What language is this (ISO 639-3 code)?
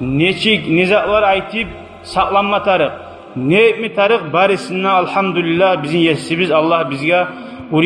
kum